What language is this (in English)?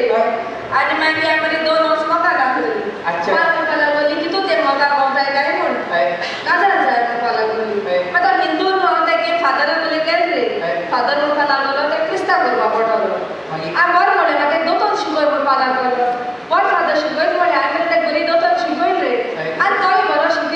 Konkani